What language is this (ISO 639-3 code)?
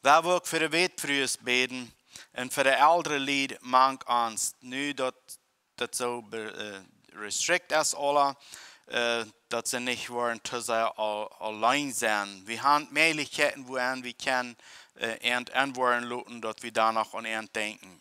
pdt